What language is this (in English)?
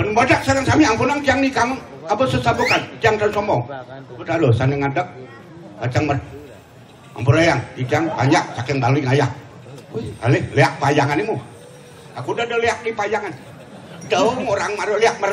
Balinese